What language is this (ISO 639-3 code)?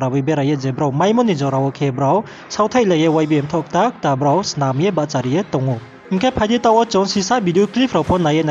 ria